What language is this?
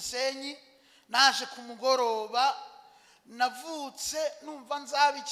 Kinyarwanda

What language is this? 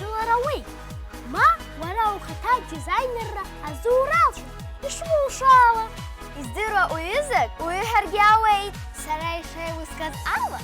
Abkhazian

